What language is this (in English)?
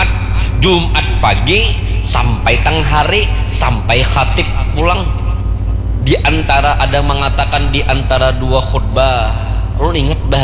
Banjar